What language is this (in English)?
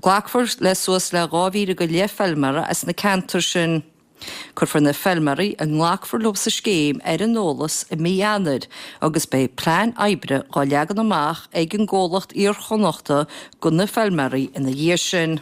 Irish